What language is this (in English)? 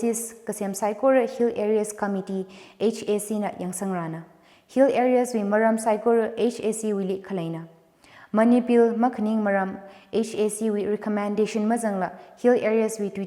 Tangkhul Naga (India)